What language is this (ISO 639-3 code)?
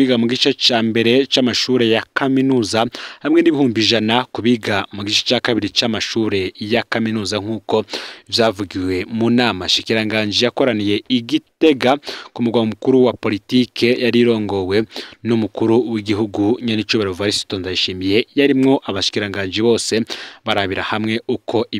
run